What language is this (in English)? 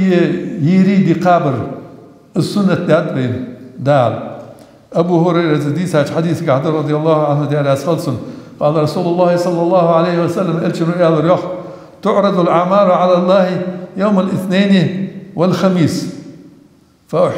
Ingush